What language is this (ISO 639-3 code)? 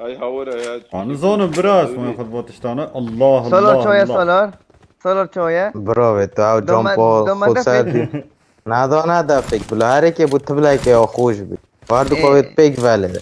kur